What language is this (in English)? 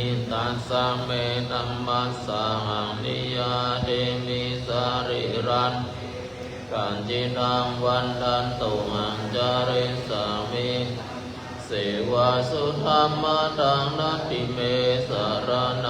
Pali